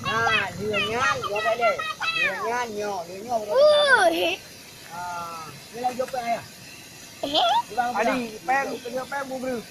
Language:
Achinese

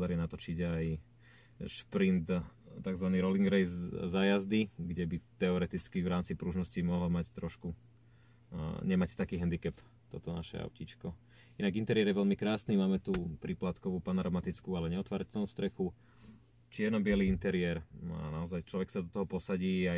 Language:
Slovak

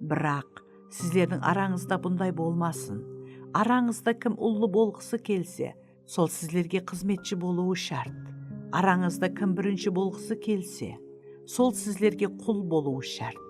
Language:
Kara-Kalpak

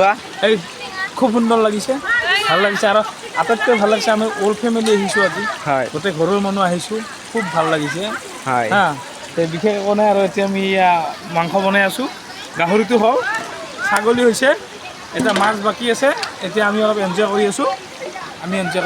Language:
Assamese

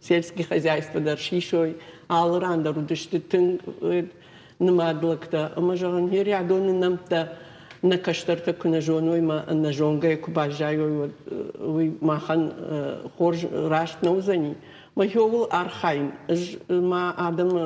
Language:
Ossetic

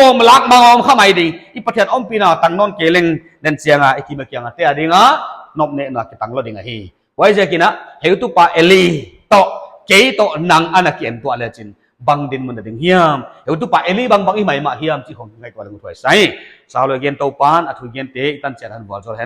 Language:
Paite Chin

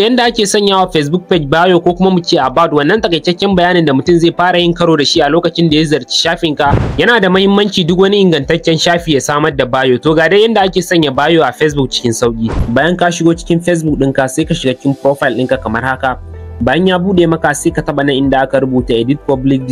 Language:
Hausa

